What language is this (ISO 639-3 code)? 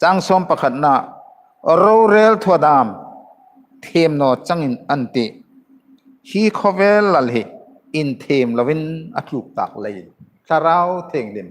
hmr